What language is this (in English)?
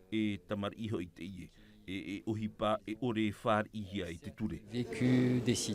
Tahitian